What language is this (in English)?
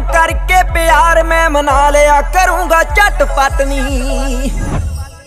Punjabi